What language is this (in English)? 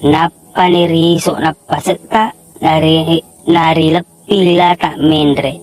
Buginese